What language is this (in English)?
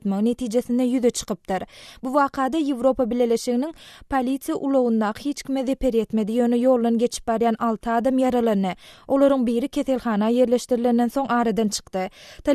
Turkmen